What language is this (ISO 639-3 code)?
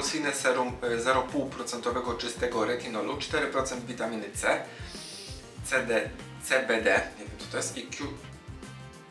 pol